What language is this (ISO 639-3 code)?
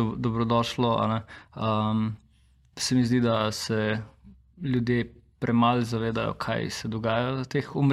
slv